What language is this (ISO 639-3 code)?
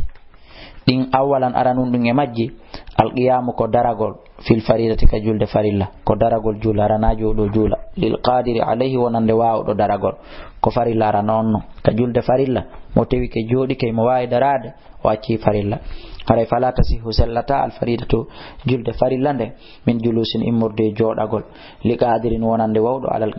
ful